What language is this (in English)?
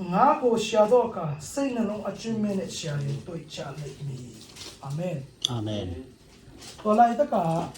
Tedim Chin